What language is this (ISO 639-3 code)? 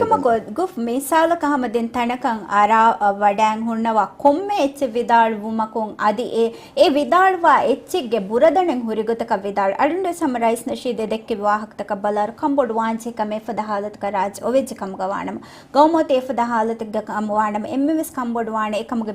div